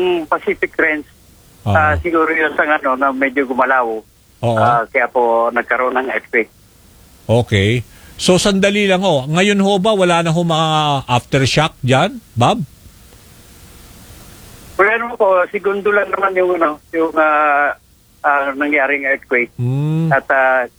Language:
Filipino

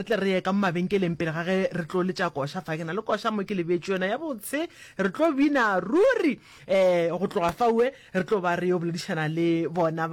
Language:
Northern Sotho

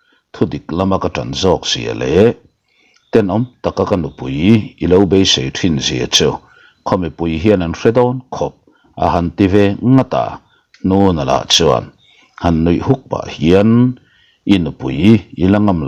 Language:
Mizo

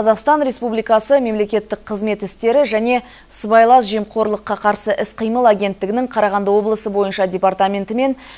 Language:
Kazakh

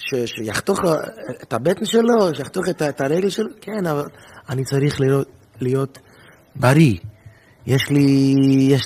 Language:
Hebrew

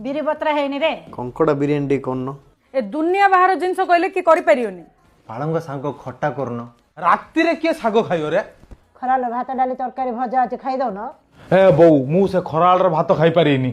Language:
Odia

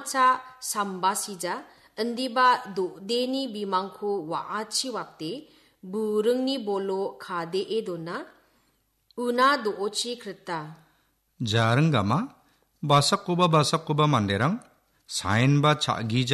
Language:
Garo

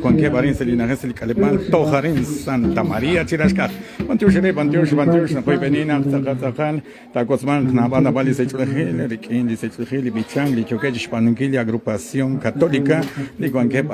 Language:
Kekchí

